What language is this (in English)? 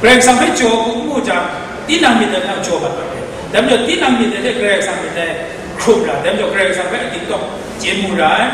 Kachin